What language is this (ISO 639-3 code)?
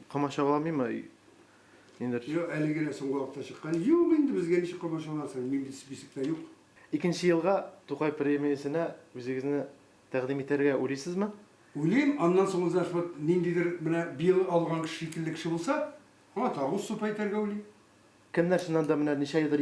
tat